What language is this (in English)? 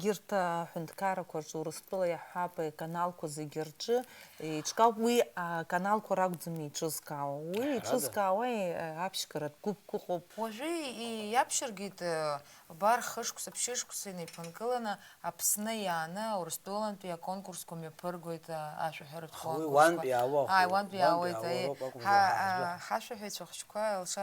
Abkhazian